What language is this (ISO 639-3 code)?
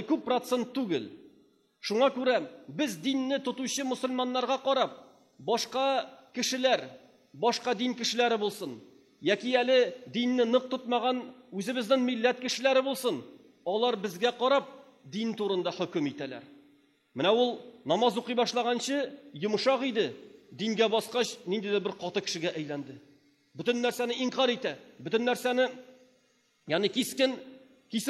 tat